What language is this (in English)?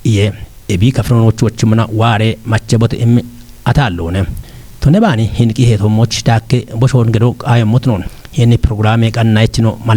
Kafa